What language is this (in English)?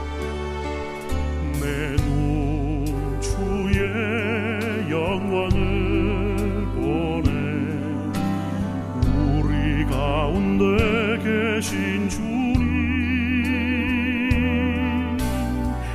Korean